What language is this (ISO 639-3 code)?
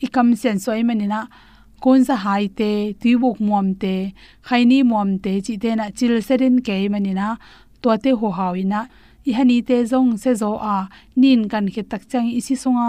ctd